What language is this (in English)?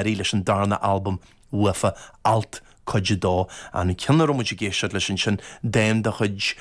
Irish